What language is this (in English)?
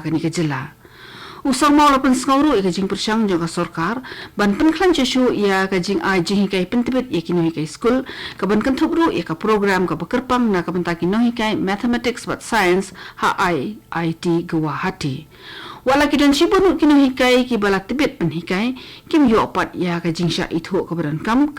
Khasi